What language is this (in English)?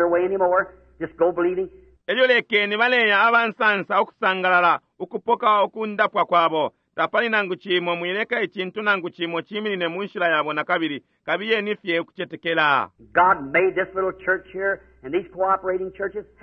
Bemba